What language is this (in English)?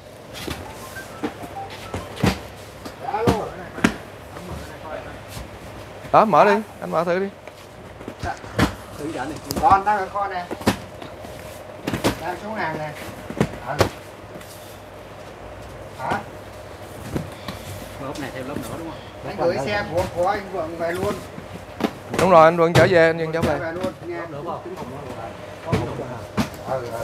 Vietnamese